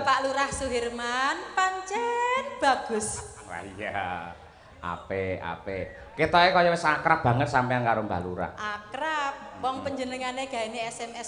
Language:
Javanese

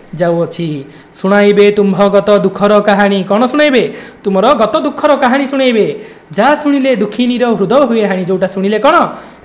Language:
Odia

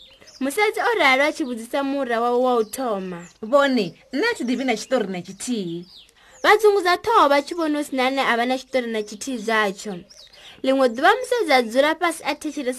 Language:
Venda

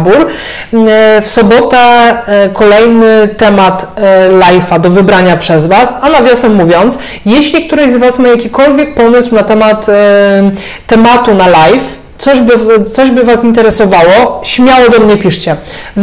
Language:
Polish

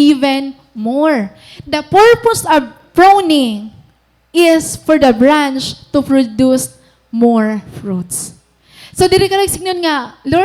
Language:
Waray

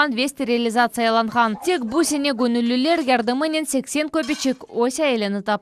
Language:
Crimean Tatar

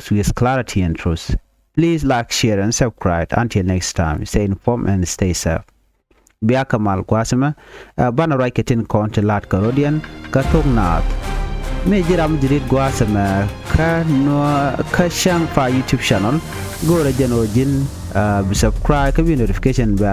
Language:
Nuer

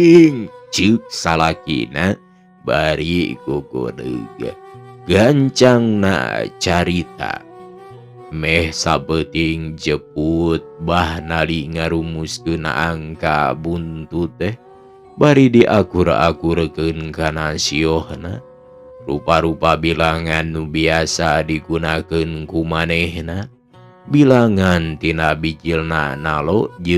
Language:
Sundanese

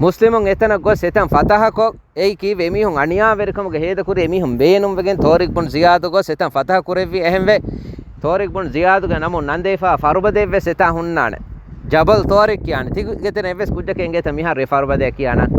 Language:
Divehi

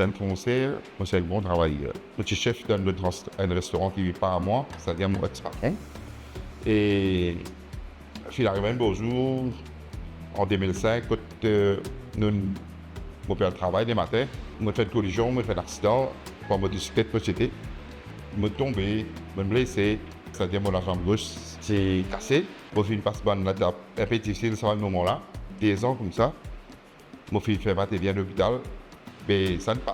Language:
Morisyen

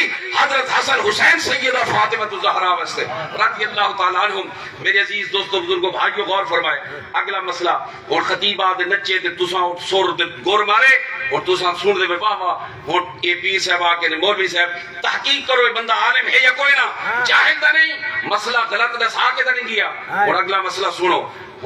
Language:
Saraiki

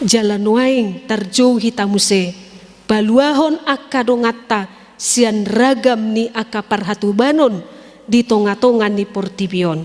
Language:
Batak Toba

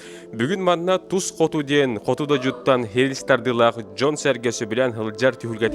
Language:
Yakut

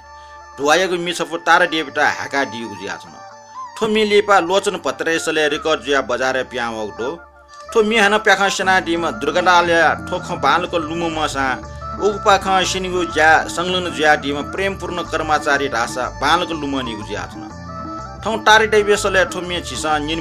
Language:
Newari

